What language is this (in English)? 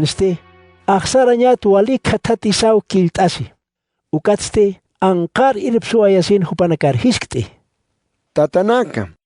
Aymara